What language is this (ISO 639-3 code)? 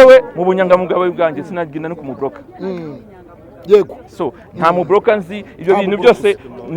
kin